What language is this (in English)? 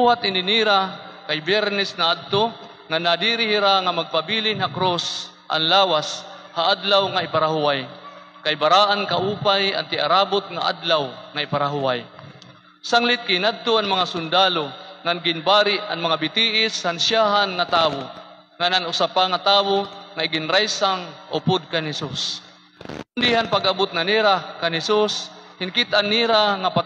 Waray